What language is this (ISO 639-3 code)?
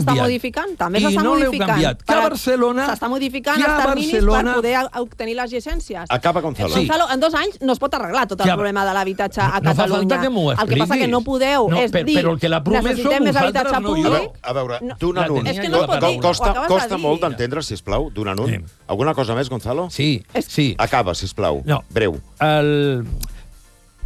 cat